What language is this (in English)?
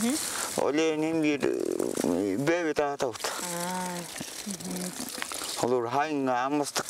Yakut